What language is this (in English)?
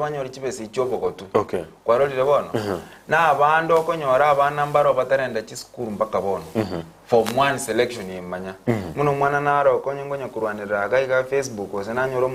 Gusii